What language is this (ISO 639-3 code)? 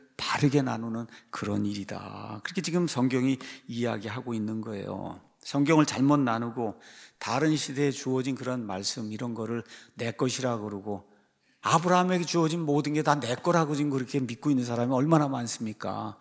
kor